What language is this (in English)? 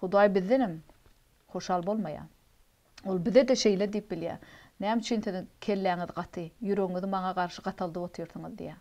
Turkmen